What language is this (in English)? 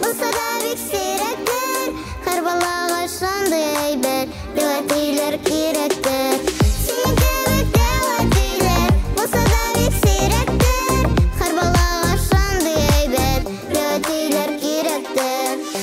Tatar